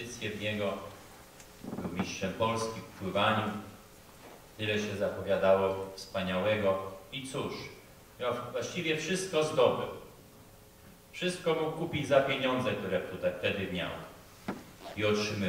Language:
Polish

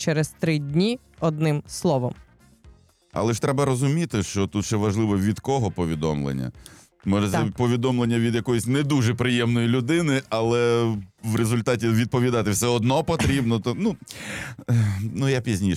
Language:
Ukrainian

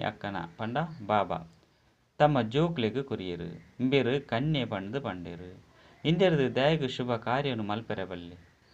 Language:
Tulu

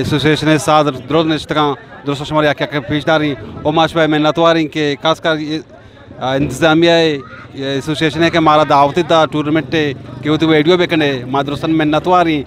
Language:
Eastern Balochi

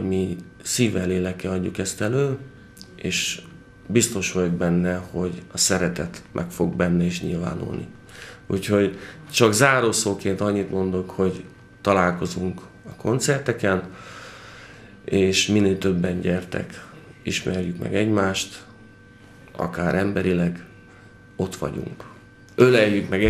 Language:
Hungarian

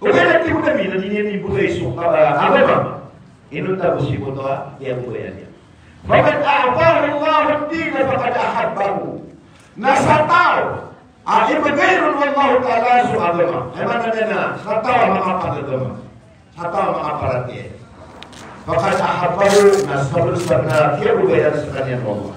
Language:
Maranao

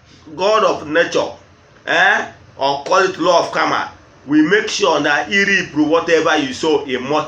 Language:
Igbo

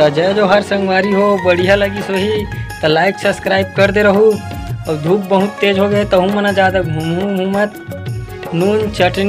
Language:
Chhattisgarhi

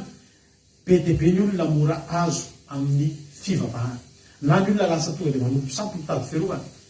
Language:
Malagasy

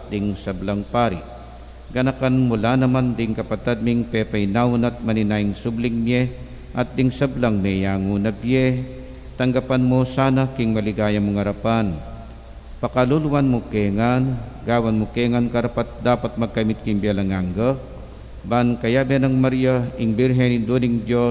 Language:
Pampanga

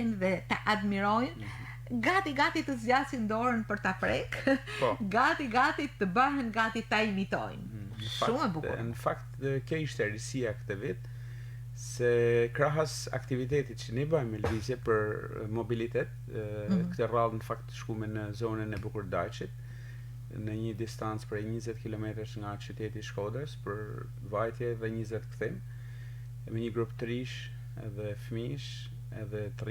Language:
Albanian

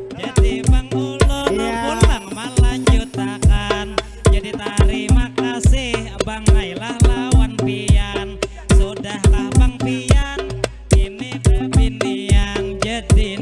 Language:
Banjar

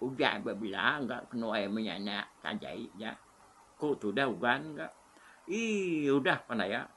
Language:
Iban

